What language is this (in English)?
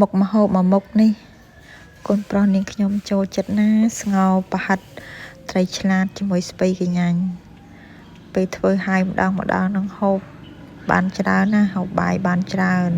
Khmer